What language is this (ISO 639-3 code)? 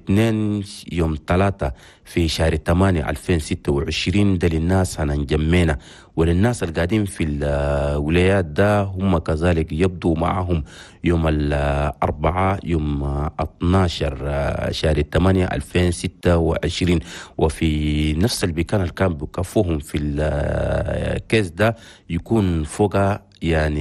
shu